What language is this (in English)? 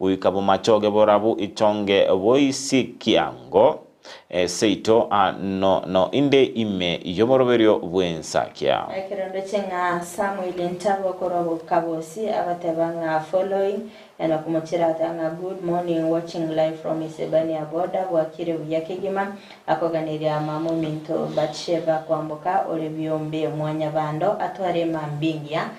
Gusii